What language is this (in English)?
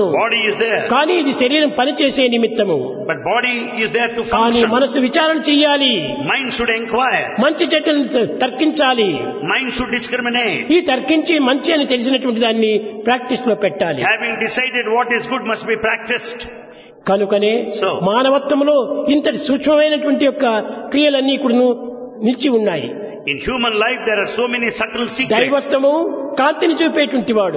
Telugu